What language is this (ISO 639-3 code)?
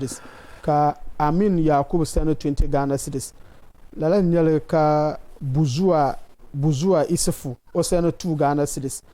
dag